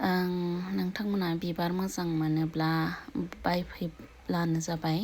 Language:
Bodo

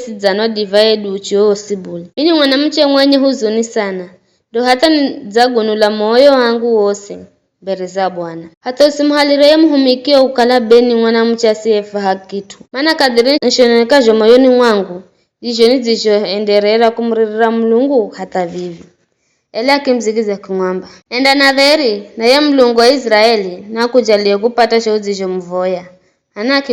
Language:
Giryama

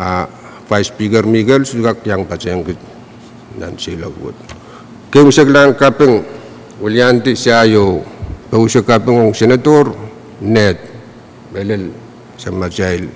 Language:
Pohnpeian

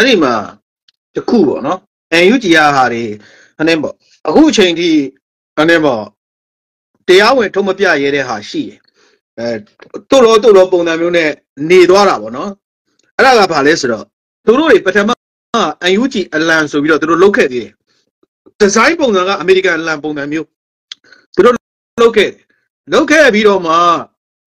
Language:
Burmese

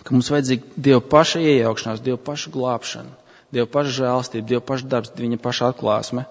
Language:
Latvian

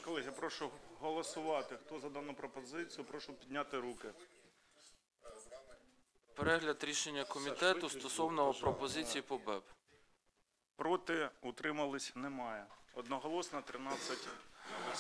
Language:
Ukrainian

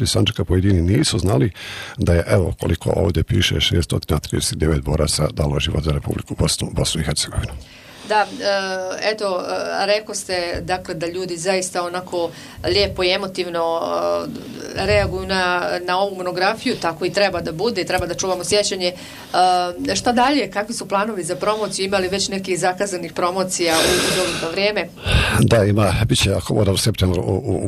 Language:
Bosnian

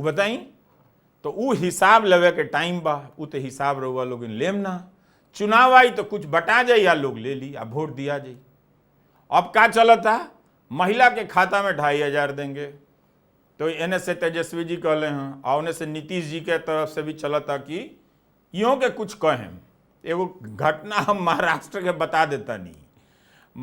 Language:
Bhojpuri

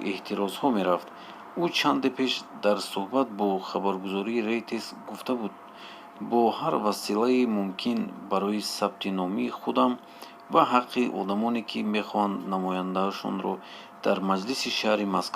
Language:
Tajik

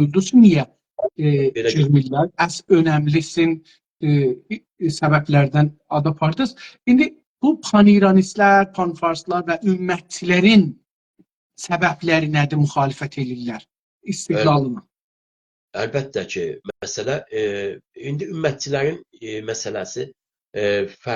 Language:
South Azerbaijani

